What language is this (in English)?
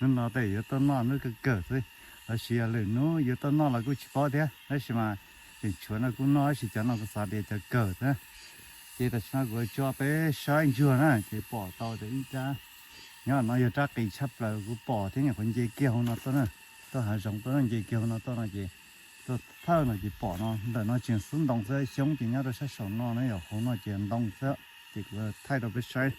Hmong